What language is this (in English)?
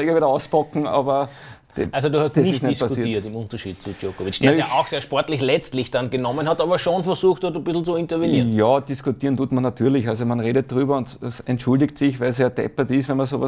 German